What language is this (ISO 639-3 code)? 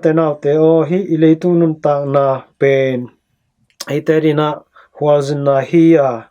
ctd